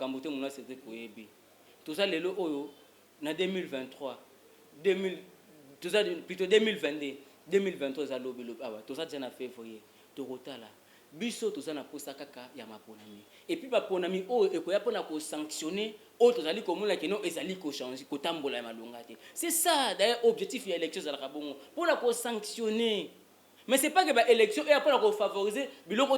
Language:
Lingala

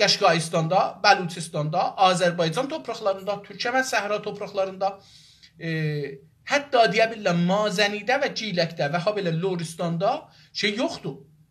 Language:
South Azerbaijani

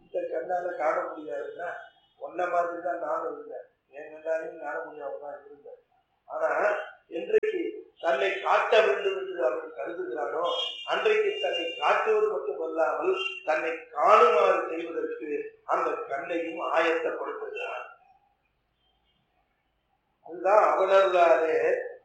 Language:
Tamil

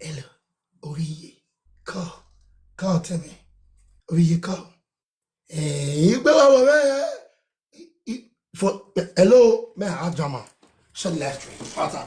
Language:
Nigerian Pidgin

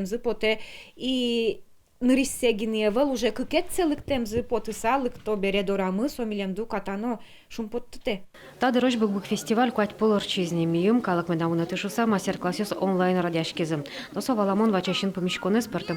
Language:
Udmurt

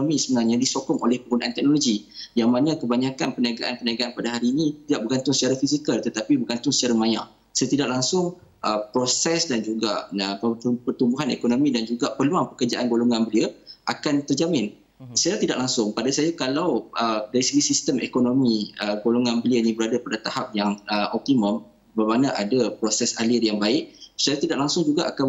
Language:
Malay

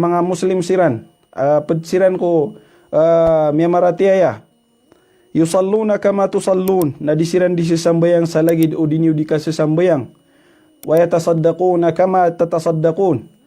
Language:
Maranao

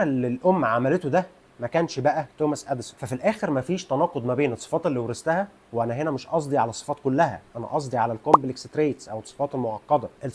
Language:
Egyptian Arabic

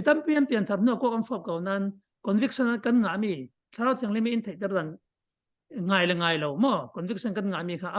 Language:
Falam Chin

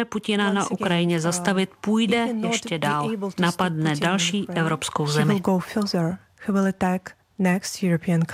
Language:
Czech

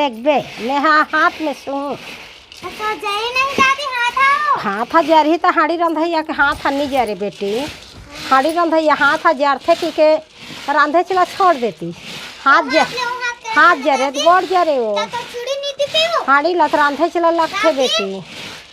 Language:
Chhattisgarhi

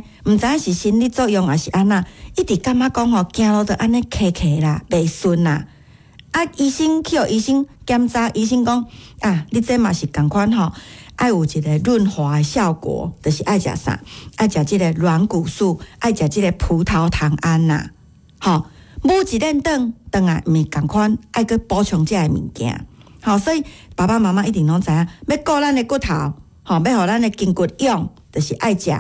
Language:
Min Nan Chinese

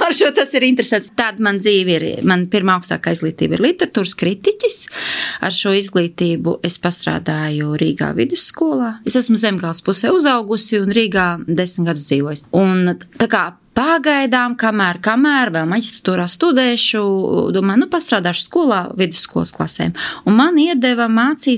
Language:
Latvian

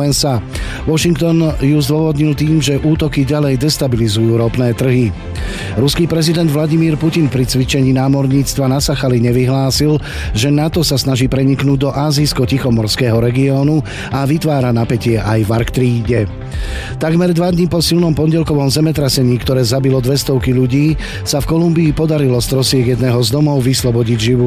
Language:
Slovak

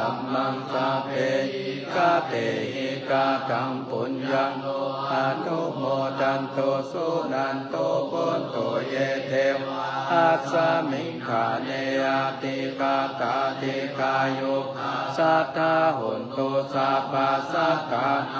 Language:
Pali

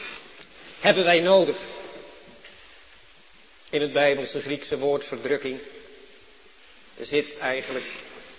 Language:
Dutch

